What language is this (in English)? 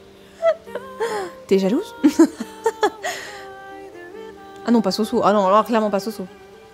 French